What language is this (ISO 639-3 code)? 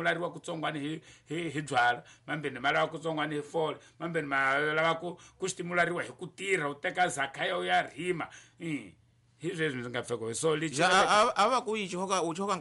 tso